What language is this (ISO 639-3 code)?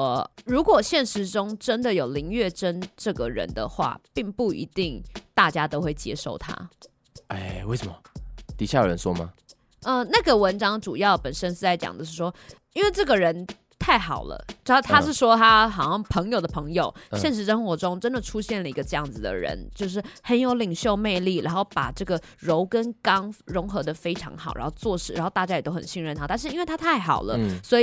zho